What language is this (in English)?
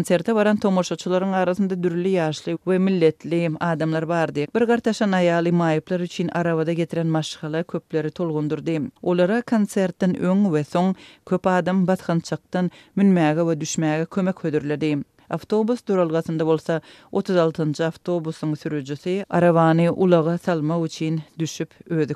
Turkmen